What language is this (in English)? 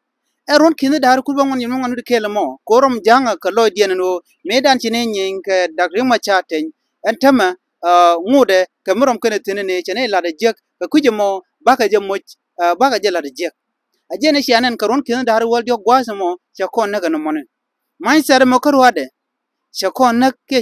Nuer